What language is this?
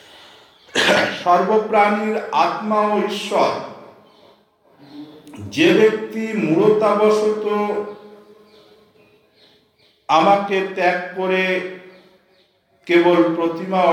Bangla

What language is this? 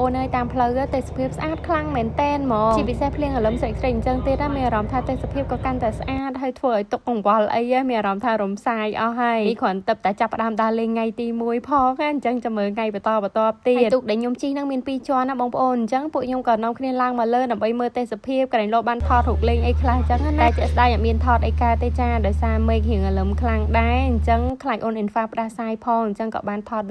Khmer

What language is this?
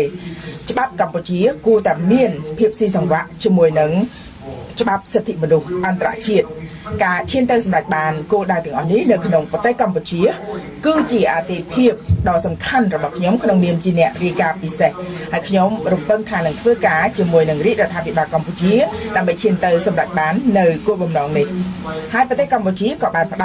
Khmer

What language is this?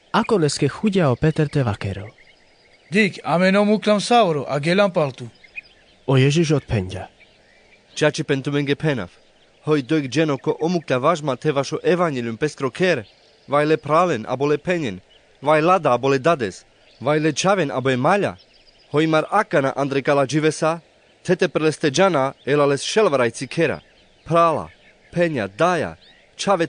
Carpathian Romani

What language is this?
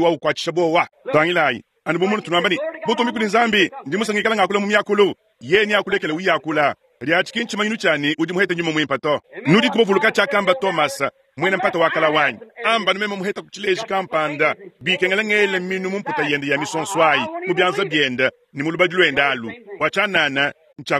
Luba-Lulua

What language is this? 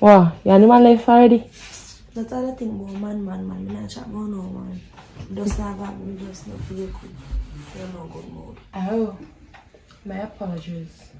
Jamaican Creole English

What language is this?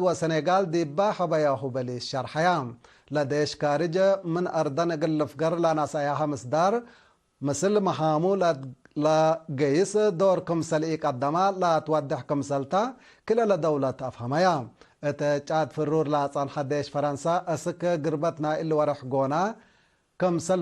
Tigre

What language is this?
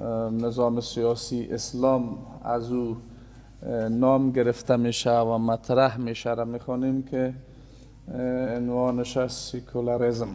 Persian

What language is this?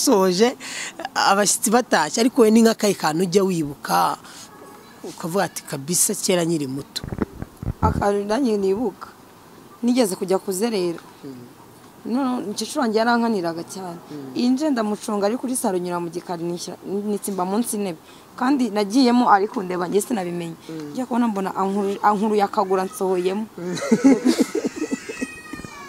Kinyarwanda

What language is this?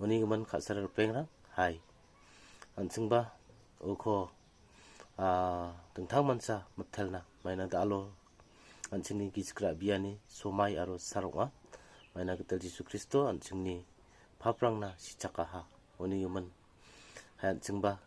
Garo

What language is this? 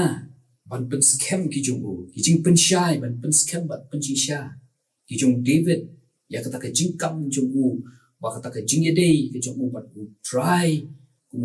Khasi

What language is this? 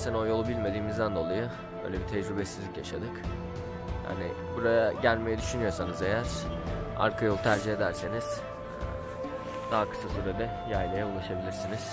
Turkish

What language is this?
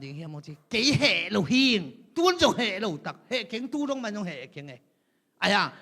Tedim Chin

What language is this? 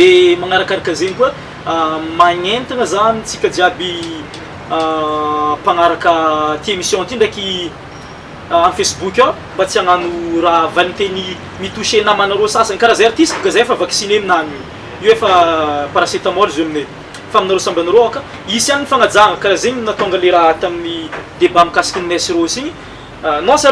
Malagasy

